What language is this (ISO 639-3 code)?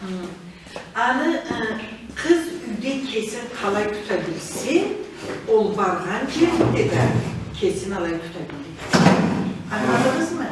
krc